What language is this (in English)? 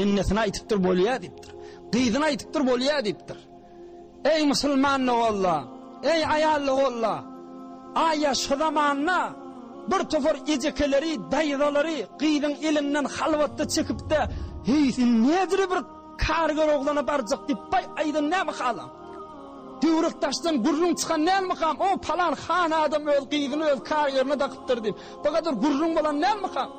Turkmen